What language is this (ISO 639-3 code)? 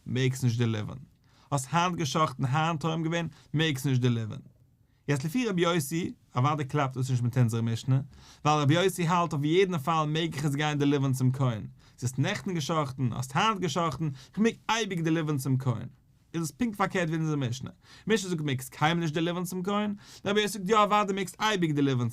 yid